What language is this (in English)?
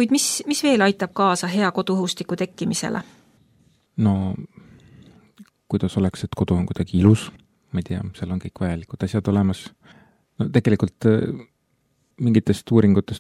Estonian